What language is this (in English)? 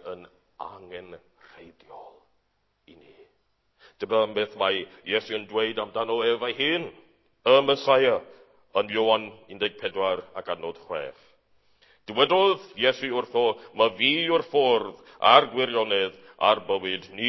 Welsh